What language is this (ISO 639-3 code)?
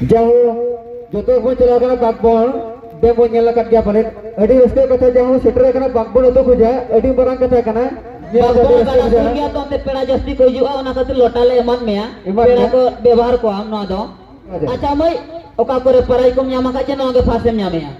sat